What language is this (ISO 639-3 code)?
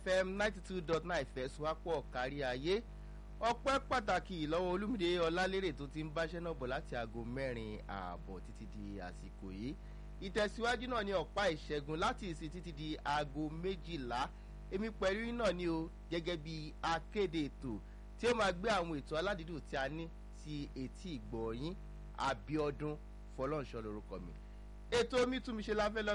yor